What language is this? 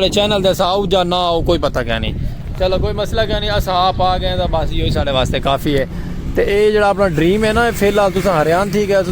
Saraiki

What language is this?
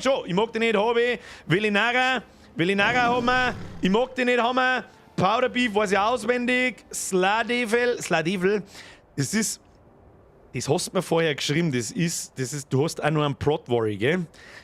Bavarian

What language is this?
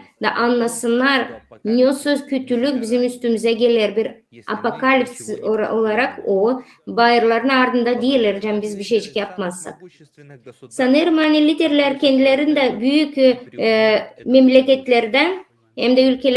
Gagauz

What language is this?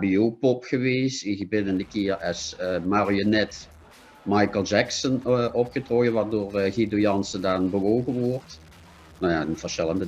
Limburgish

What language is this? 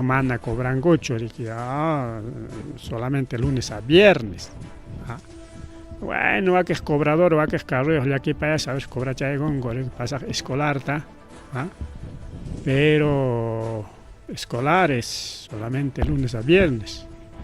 Ayacucho Quechua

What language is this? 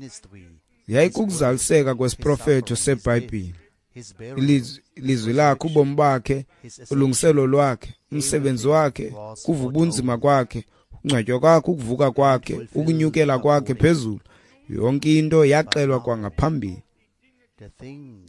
Xhosa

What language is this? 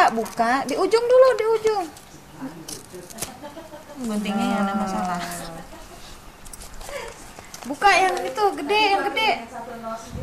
Indonesian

